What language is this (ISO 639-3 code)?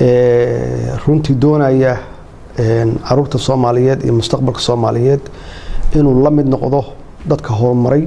som